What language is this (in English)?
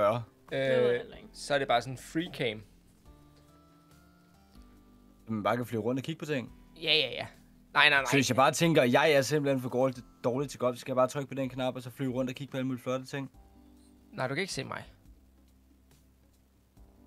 Danish